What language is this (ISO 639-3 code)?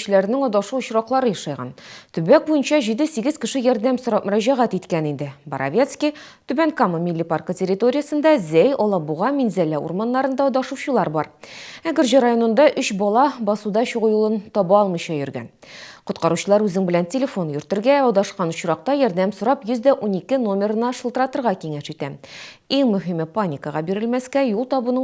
tat